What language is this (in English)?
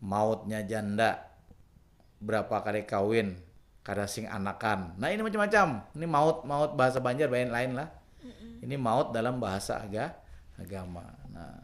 Banjar